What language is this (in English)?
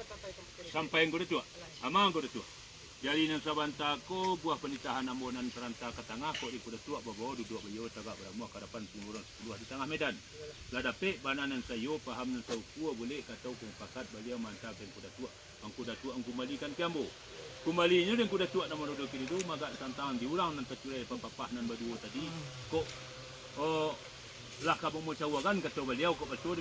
Minangkabau